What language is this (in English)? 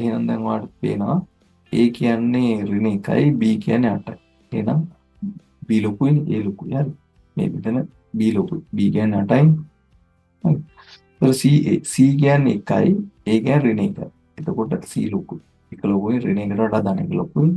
Sinhala